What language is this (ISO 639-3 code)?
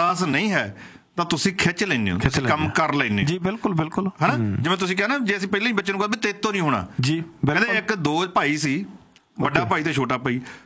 pan